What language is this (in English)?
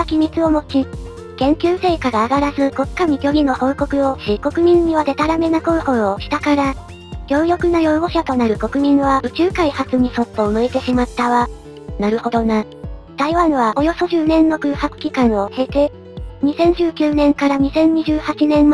Japanese